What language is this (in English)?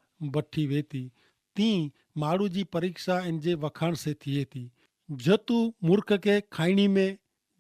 Kachhi